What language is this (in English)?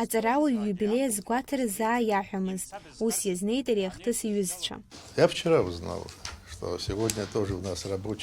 Abkhazian